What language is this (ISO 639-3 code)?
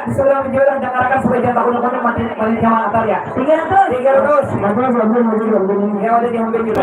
bjn